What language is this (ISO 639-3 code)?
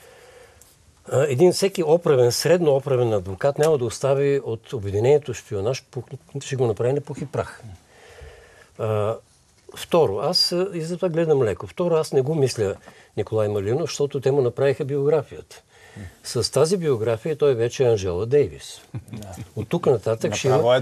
bul